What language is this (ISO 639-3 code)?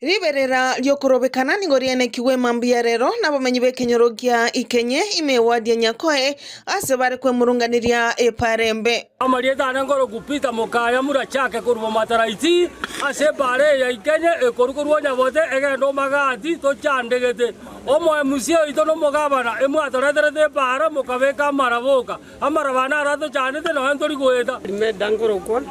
guz